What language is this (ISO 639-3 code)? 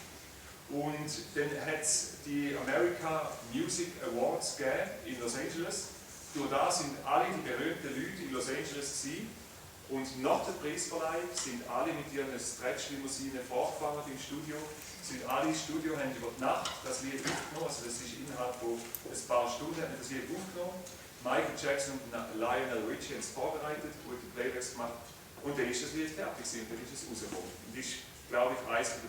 gsw